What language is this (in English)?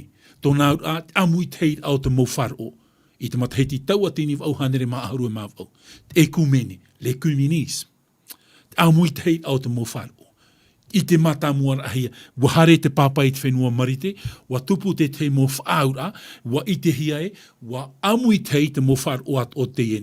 Tahitian